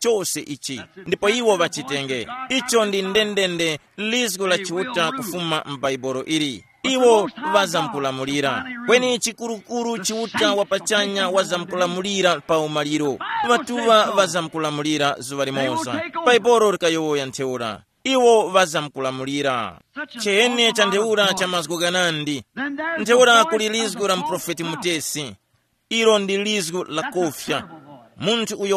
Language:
Tumbuka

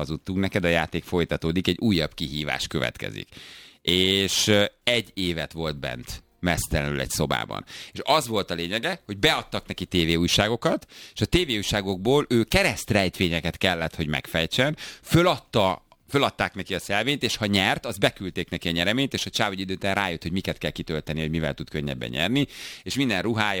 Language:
Hungarian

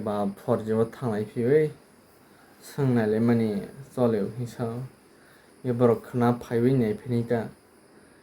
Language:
Kok Borok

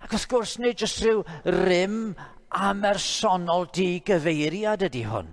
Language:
Welsh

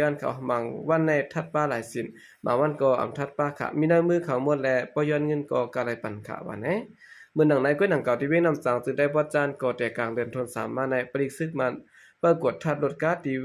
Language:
Shan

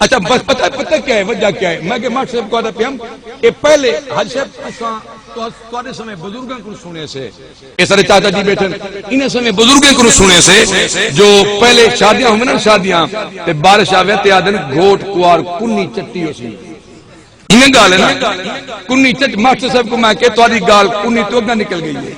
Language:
Saraiki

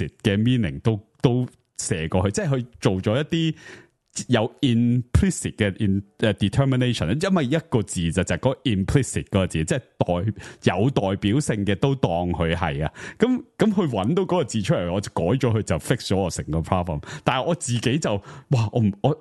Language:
Cantonese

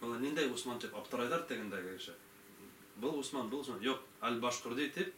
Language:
Bashkir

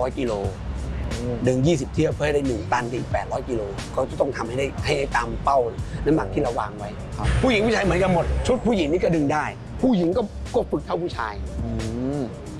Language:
Thai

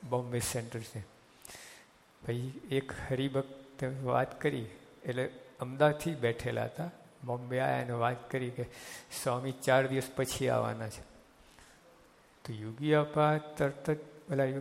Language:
Gujarati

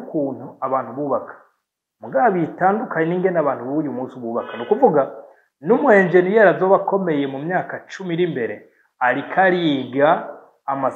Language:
Rundi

